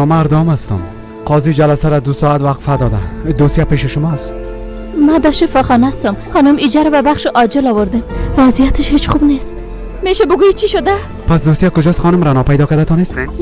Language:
Persian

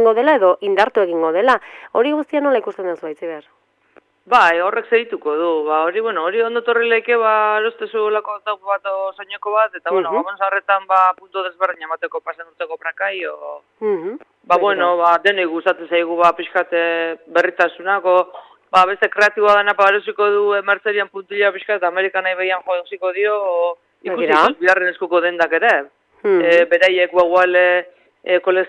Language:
Basque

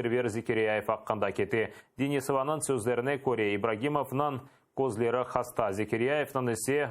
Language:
Crimean Tatar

